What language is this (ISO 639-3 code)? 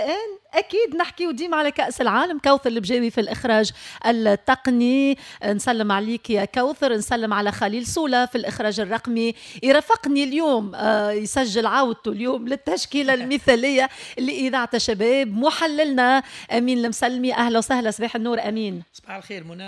aeb